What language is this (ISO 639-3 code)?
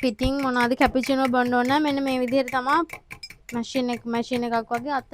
sin